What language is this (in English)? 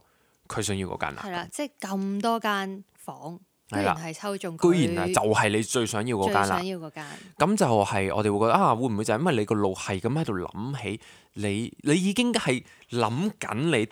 Cantonese